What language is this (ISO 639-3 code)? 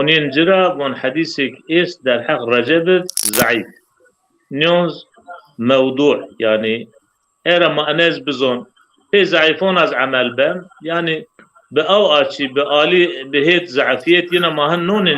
zza